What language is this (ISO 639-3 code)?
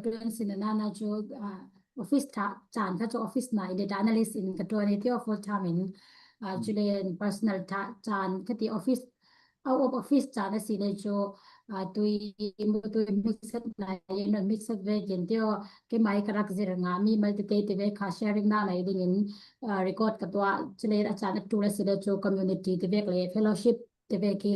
cfm